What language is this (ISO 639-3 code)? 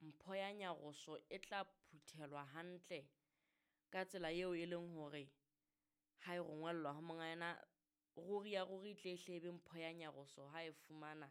sot